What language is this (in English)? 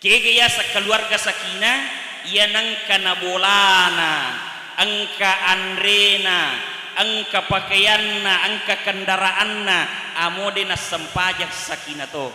Buginese